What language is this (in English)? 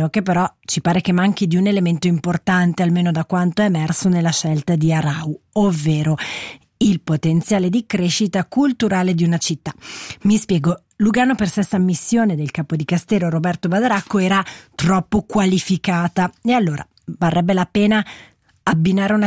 Italian